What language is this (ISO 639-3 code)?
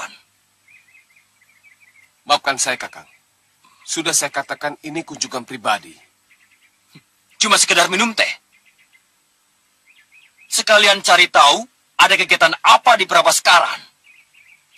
ind